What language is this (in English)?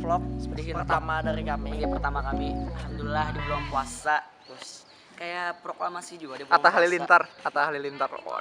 Banjar